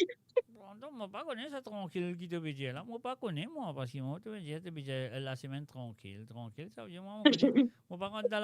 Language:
Morisyen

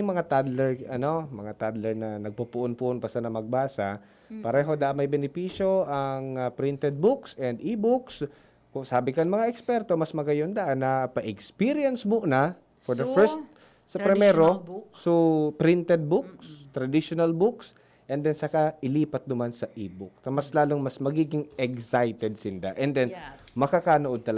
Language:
Bikol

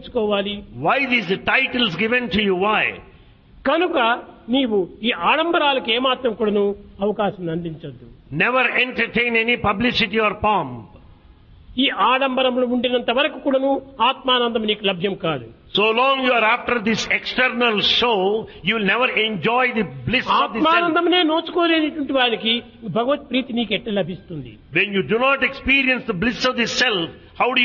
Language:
Telugu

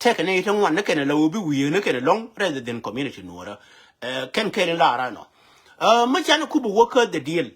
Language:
Nuer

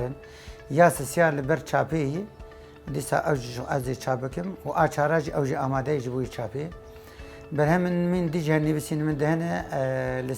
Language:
Kurdish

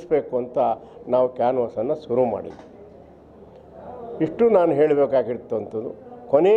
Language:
Kannada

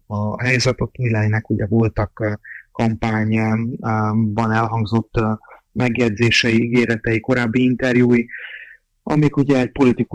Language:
Hungarian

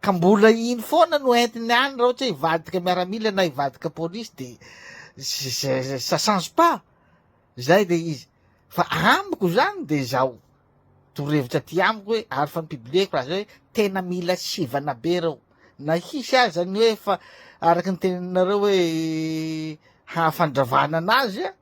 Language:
Malagasy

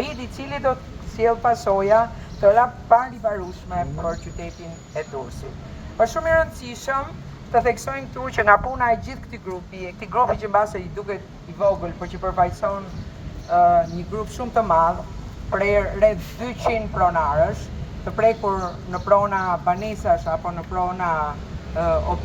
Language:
Albanian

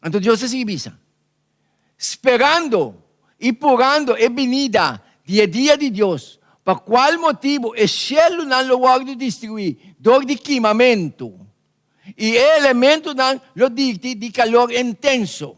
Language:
Papiamento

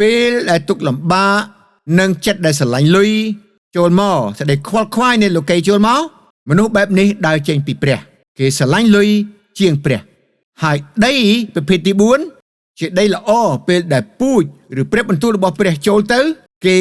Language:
Khmer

